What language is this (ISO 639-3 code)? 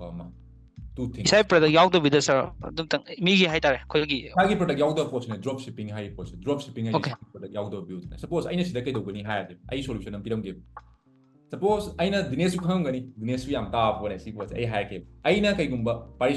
mni